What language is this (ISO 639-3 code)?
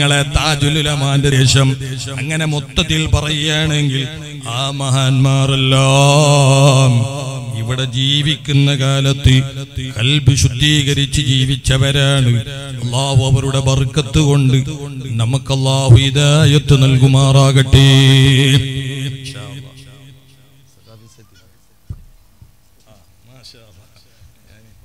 mal